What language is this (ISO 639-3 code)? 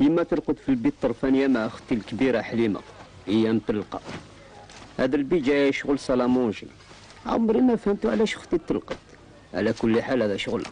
arq